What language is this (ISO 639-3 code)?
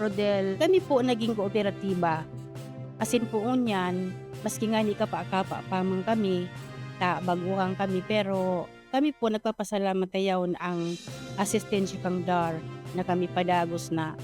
bik